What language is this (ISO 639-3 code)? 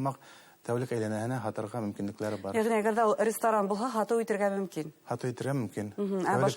bak